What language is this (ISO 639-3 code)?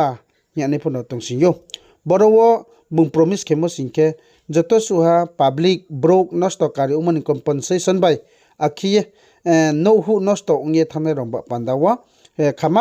ria